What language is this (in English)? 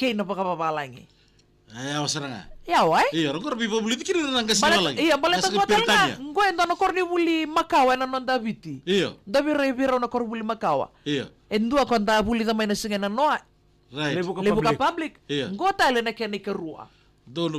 Fijian